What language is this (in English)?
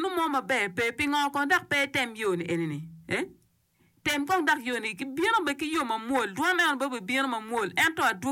Acoli